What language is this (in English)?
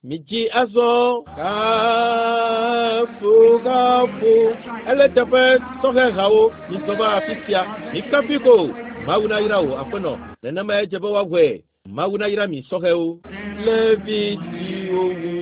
Ewe